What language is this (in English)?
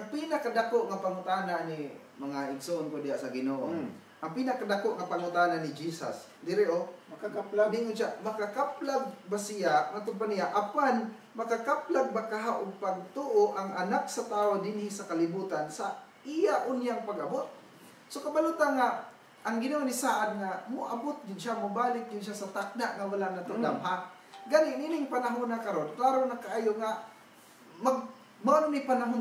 Cebuano